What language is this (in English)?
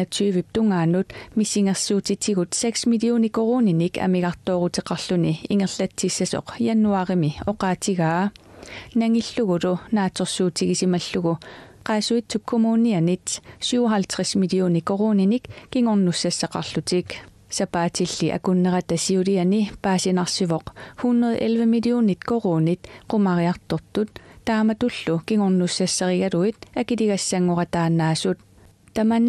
Kalaallisut